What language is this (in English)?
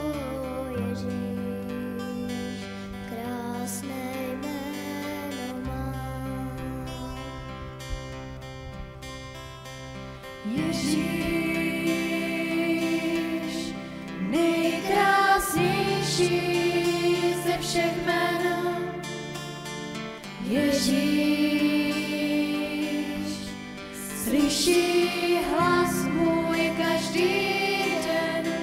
Czech